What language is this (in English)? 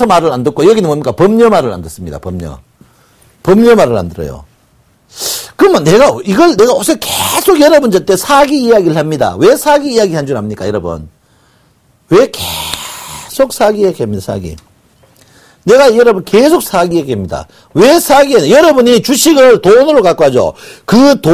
Korean